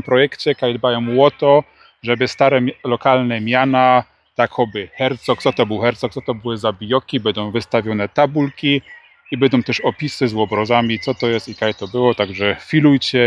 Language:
Silesian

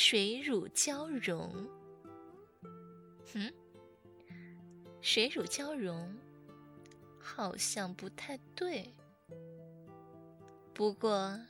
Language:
Chinese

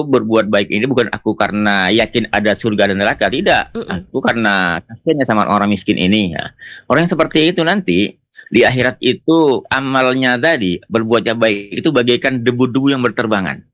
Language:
Indonesian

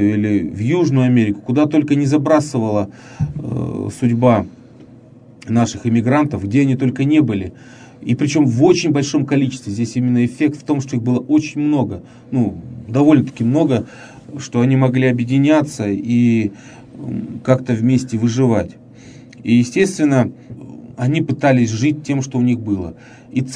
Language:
Russian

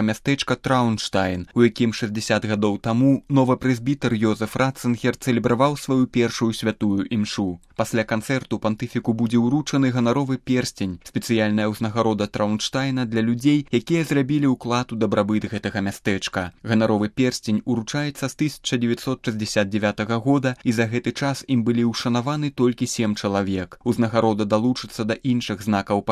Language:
Belarusian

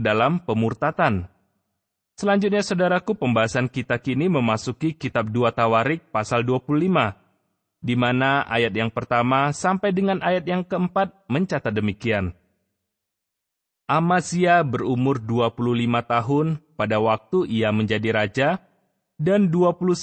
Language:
Indonesian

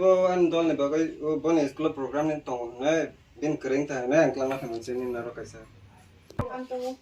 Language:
Kok Borok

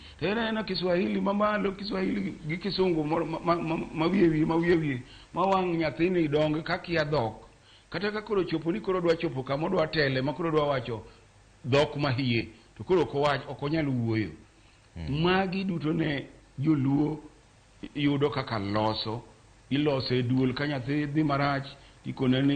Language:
Luo (Kenya and Tanzania)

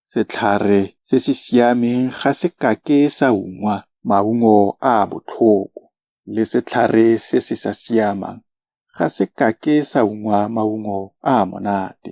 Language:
Tswana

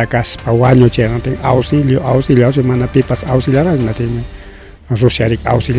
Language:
Ayacucho Quechua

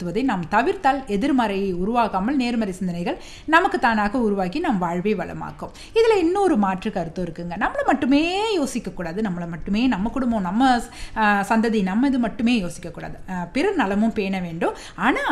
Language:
Tamil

